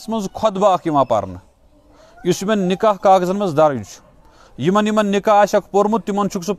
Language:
Kashmiri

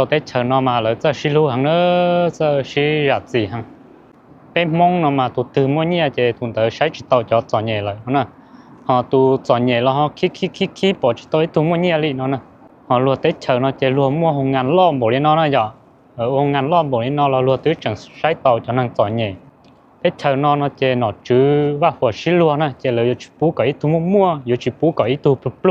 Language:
Hmong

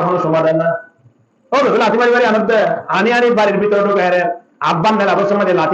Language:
Rohingya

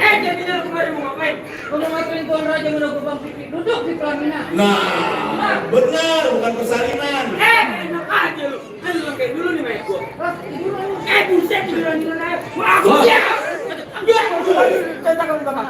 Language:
Betawi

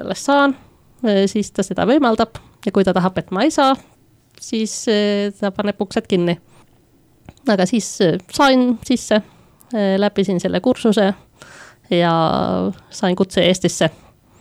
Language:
Estonian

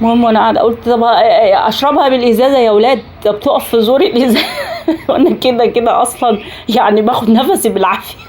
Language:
Egyptian Arabic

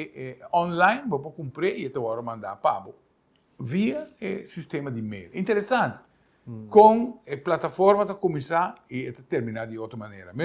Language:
Papiamento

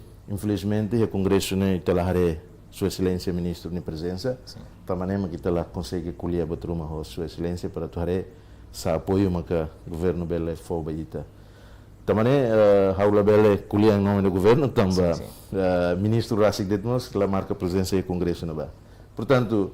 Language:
Tetum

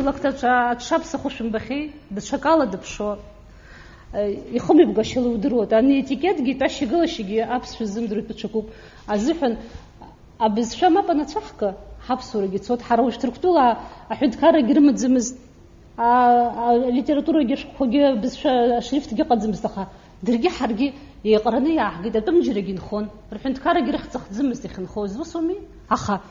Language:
Abkhazian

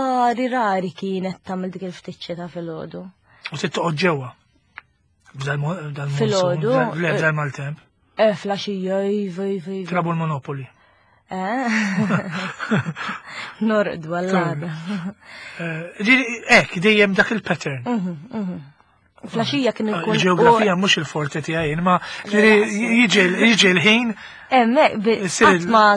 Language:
Maltese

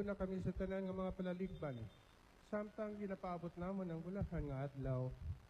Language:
Hiligaynon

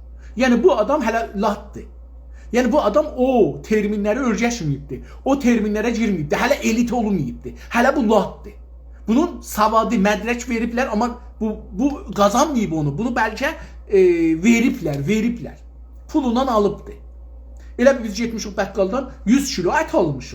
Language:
South Azerbaijani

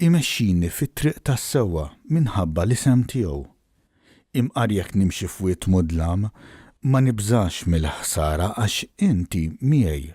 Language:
Maltese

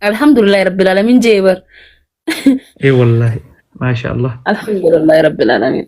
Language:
Oromo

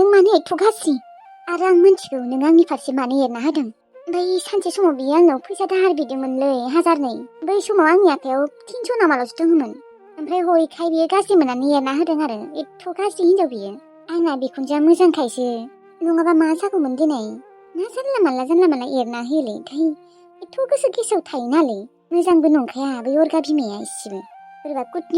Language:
Bodo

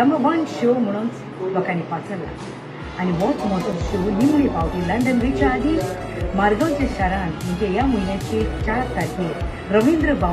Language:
Konkani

